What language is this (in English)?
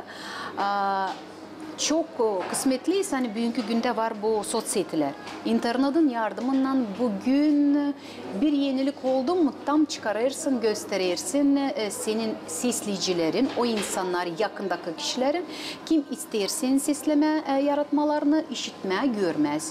Gagauz